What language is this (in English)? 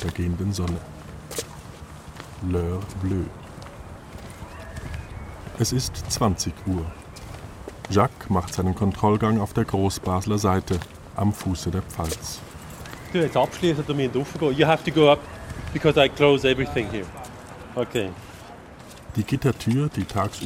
German